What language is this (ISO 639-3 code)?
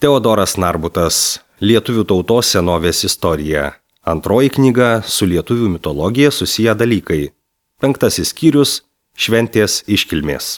lit